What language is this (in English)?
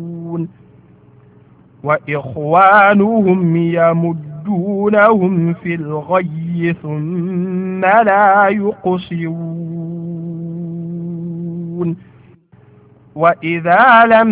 Arabic